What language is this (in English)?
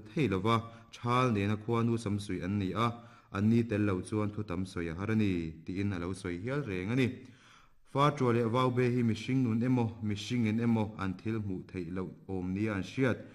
Mizo